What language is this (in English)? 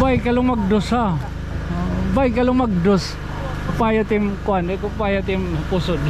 Waray